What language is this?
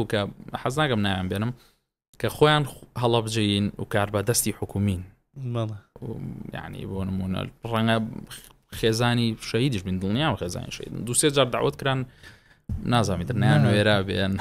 Central Kurdish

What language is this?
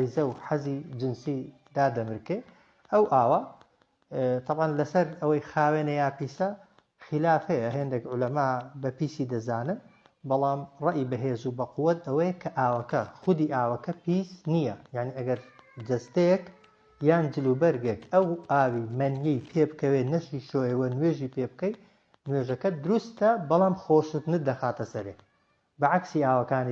Central Kurdish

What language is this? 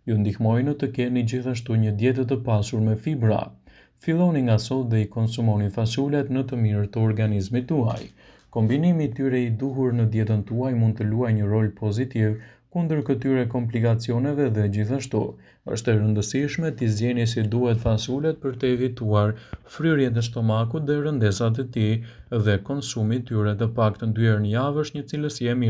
Albanian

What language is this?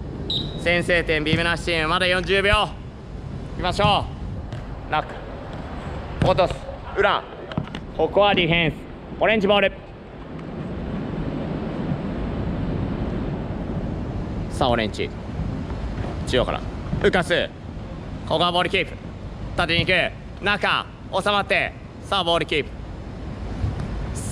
Japanese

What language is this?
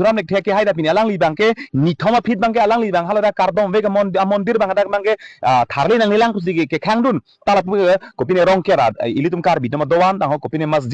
Karbi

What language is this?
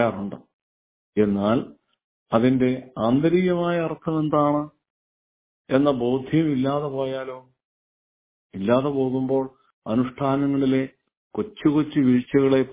Malayalam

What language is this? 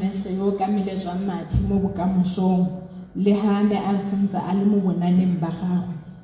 Tswana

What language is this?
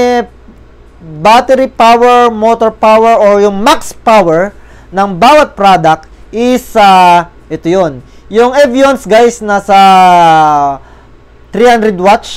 Filipino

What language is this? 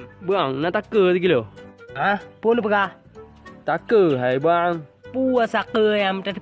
Achinese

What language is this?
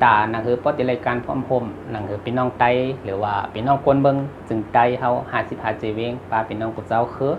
Shan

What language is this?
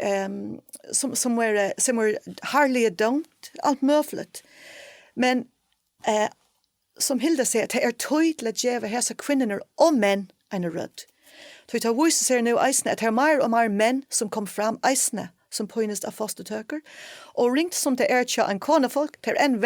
Faroese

